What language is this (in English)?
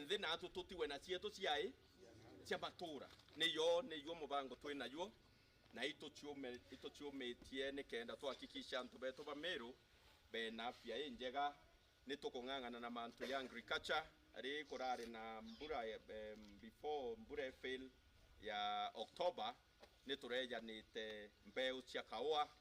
Meru